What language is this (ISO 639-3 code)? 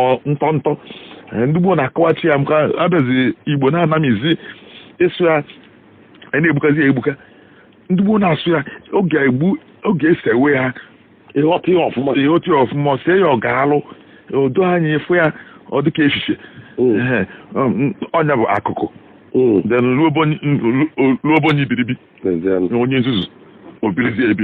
ibo